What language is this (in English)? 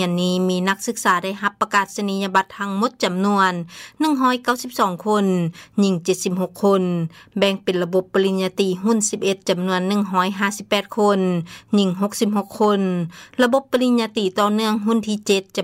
Lao